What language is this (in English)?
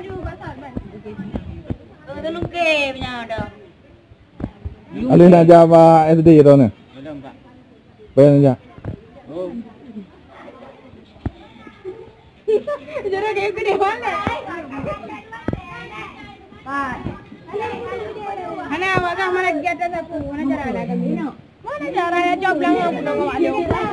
Malay